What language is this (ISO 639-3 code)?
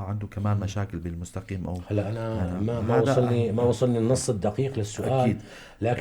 apc